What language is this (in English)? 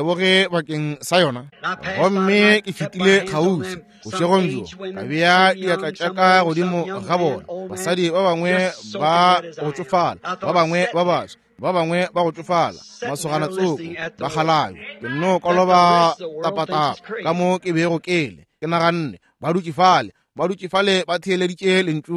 Northern Sotho